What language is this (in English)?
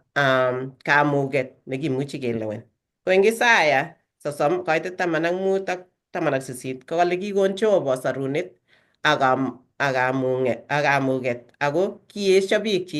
Kalenjin